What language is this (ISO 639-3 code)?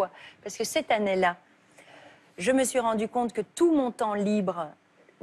fra